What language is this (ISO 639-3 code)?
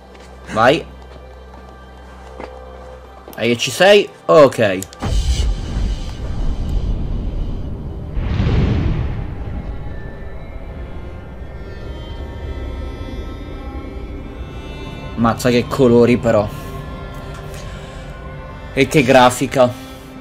ita